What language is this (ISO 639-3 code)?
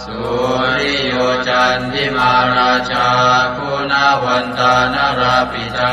pli